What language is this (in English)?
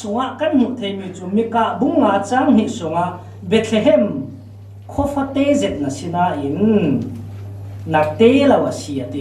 Falam Chin